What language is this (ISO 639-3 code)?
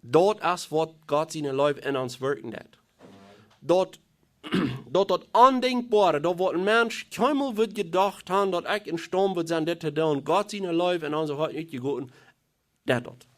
pdt